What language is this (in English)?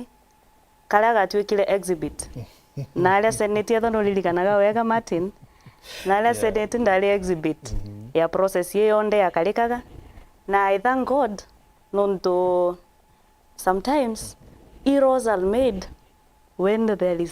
Meru